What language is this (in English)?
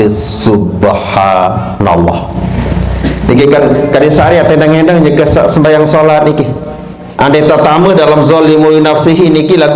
Sasak